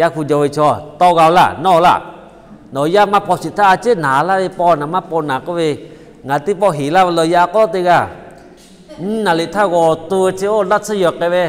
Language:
Lahu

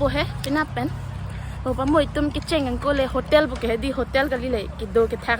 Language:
Karbi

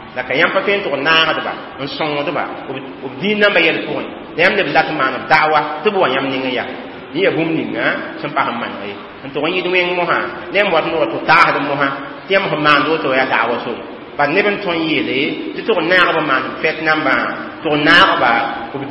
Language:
Mossi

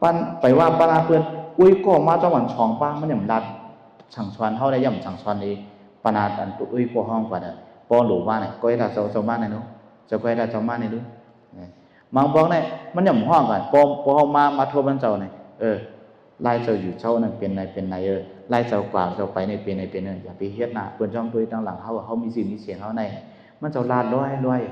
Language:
Shan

